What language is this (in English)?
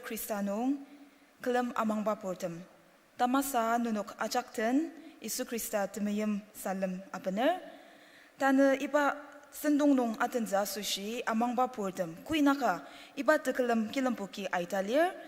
Ao Naga